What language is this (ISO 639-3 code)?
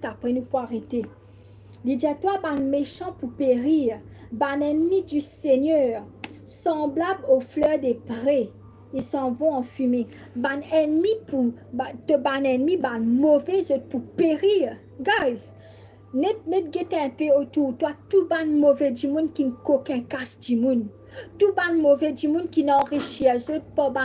mfe